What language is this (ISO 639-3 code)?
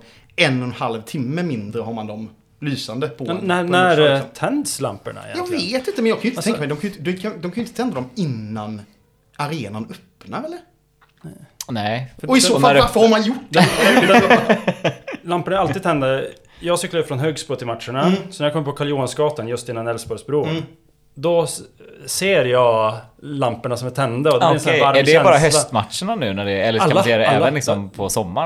swe